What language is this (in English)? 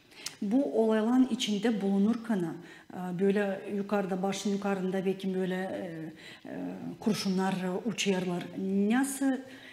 Gagauz